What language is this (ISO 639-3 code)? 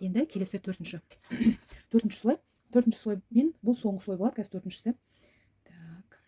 kaz